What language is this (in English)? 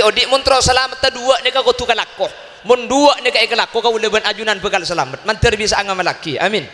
Madurese